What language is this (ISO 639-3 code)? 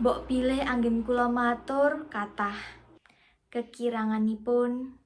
jav